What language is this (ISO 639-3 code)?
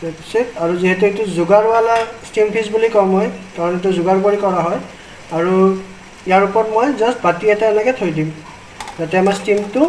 asm